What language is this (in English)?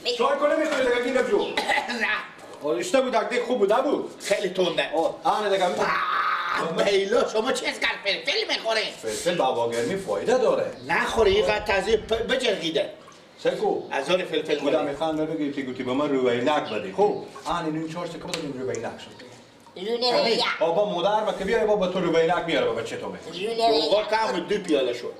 Persian